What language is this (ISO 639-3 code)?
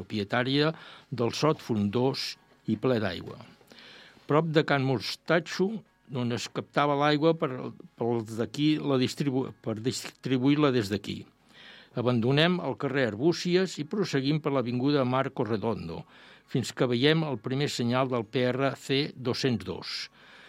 cat